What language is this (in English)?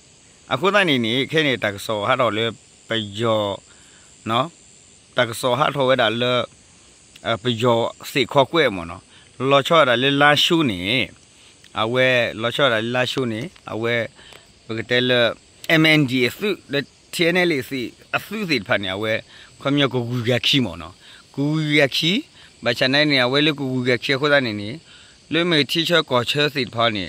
S'gaw Karen